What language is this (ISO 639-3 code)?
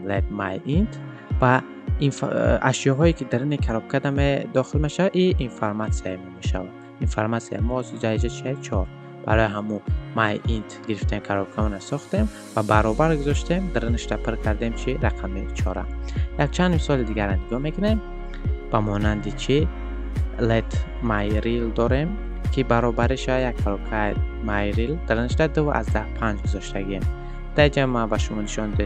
tgk